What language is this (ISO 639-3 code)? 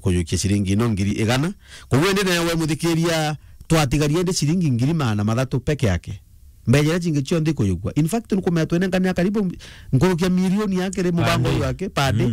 mer